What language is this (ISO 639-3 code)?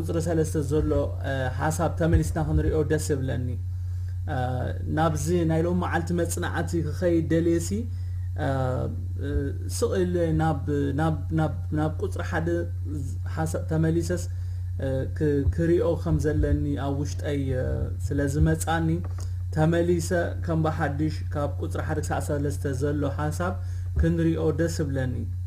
tir